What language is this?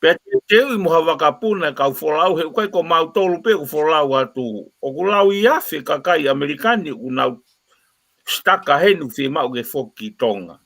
Tongan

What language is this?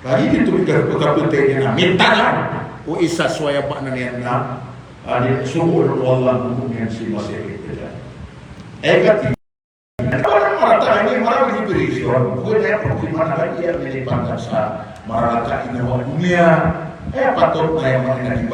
Maranao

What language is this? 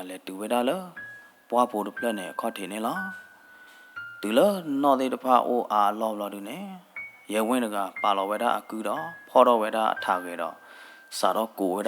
S'gaw Karen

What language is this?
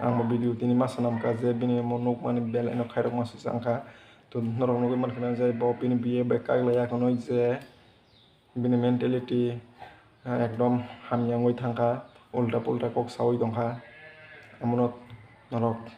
Kok Borok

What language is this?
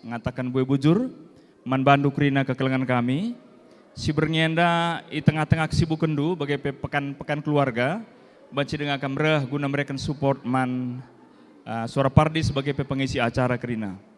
Batak Karo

